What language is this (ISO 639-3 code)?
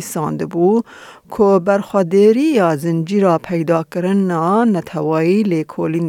kur